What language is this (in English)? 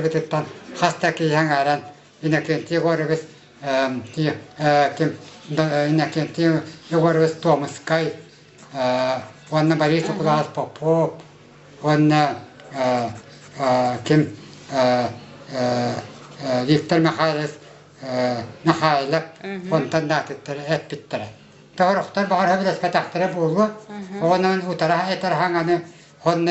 Yakut